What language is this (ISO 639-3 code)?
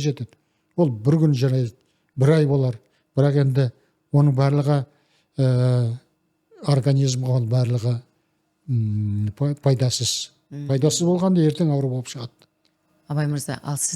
kaz